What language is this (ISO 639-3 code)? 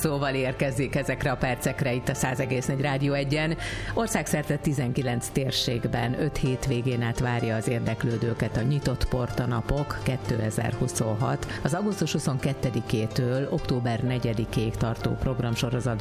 hun